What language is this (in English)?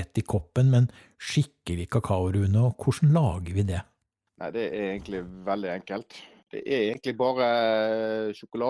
Norwegian